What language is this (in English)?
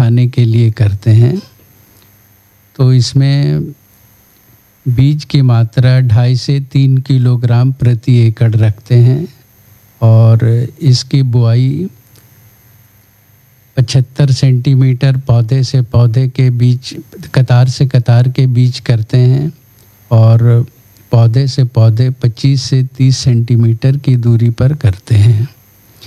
Hindi